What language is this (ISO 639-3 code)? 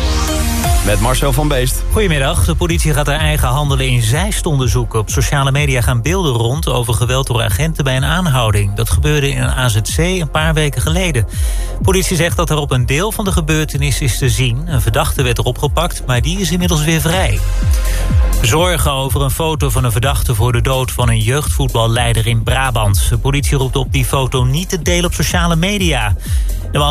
nld